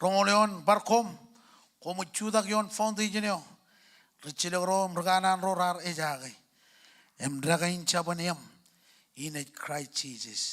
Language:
Marshallese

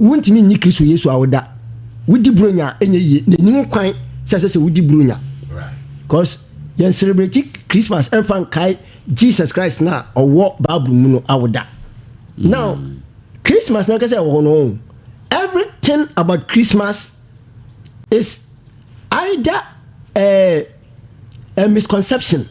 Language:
Akan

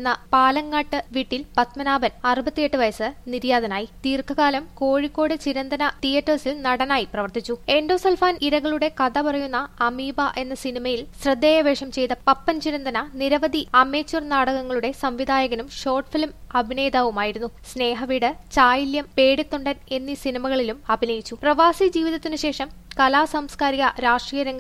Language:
Malayalam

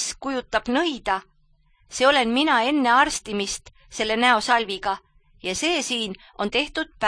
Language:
Estonian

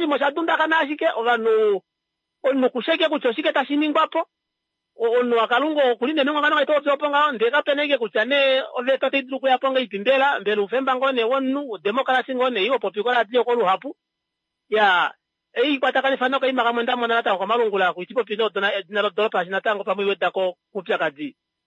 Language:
Kuanyama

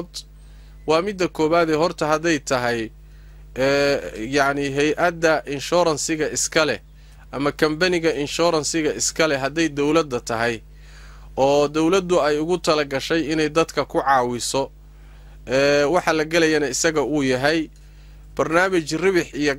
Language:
Somali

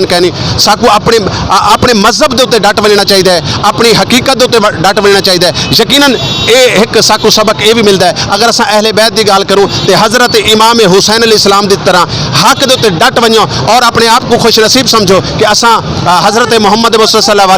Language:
Saraiki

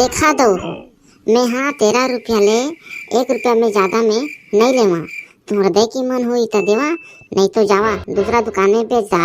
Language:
Chhattisgarhi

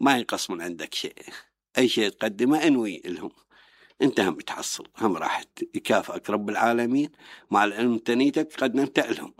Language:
Mesopotamian Arabic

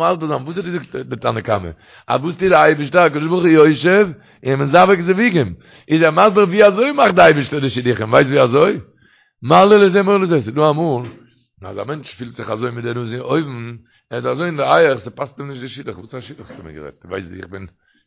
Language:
Yiddish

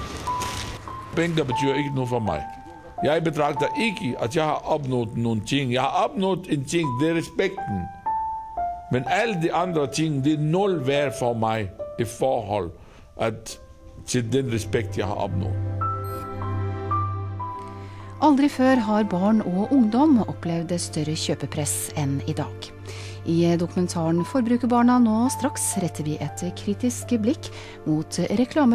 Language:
Danish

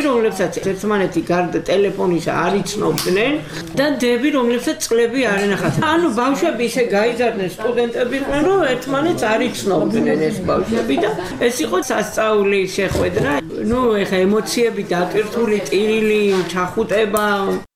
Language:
Georgian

